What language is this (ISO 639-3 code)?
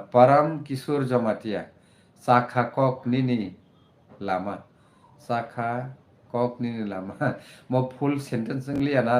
trp